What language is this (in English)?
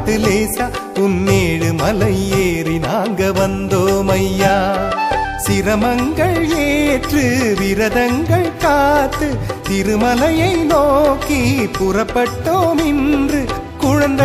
Tamil